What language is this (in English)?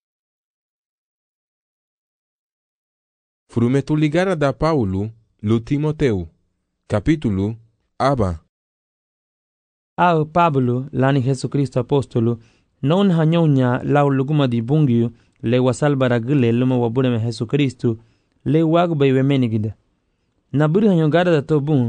Garifuna